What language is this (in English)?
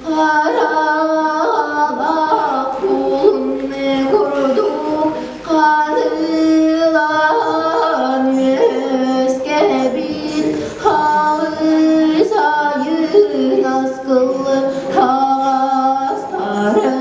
Yakut